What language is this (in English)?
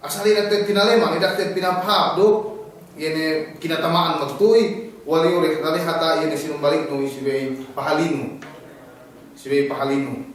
Yakan